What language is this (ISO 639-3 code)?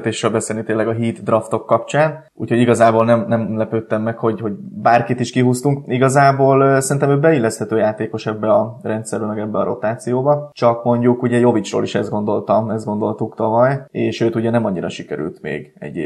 hun